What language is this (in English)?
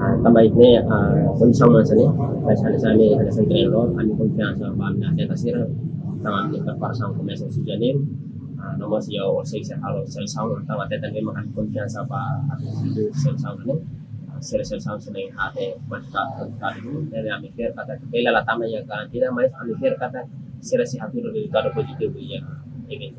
Tetum